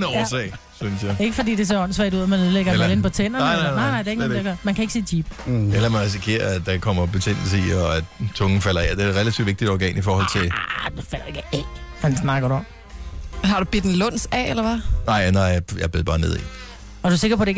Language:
Danish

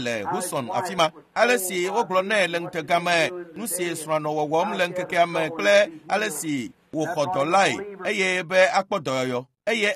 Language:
Ewe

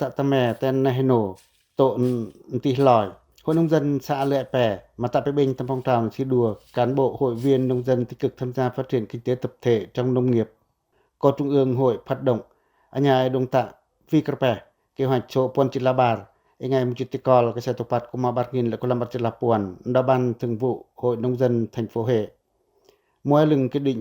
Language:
Pacoh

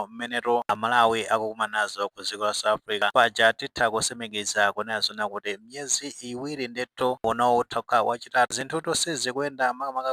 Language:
Nyanja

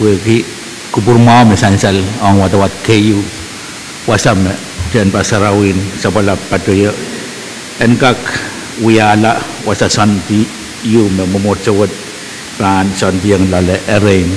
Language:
Pohnpeian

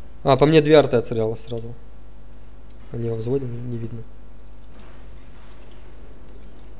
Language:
Russian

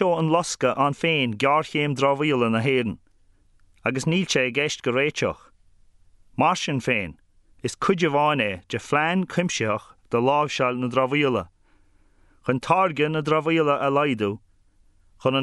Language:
Irish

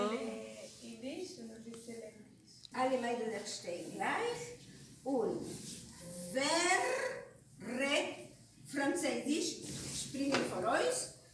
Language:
Yiddish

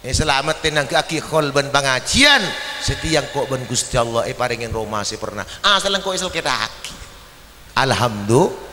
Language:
Madurese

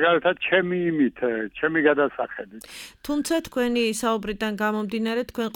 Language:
Georgian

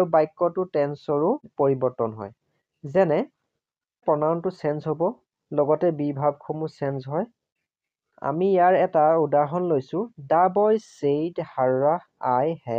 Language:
Assamese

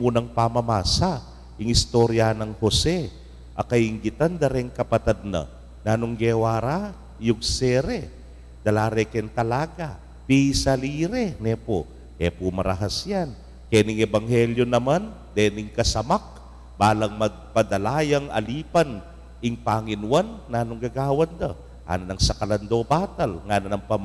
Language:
Pampanga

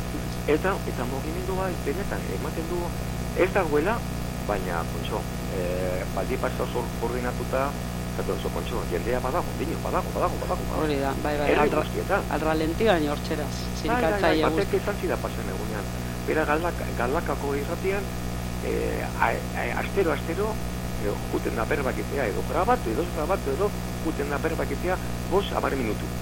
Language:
Basque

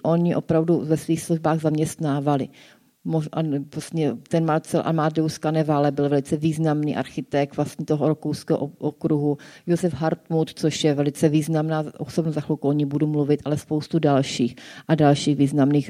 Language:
Czech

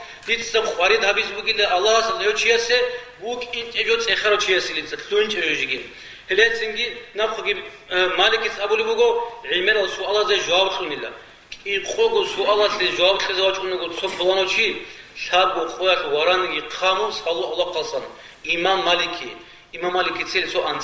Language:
Avaric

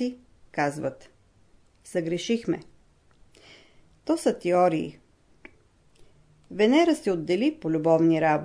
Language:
Bulgarian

